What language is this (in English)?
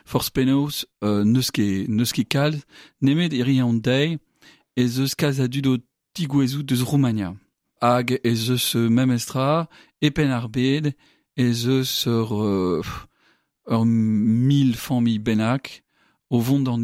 Breton